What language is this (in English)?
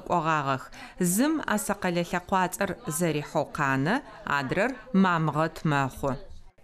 Adyghe